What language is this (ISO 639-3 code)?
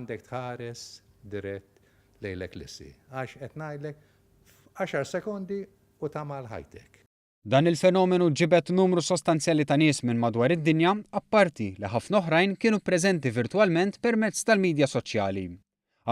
mlt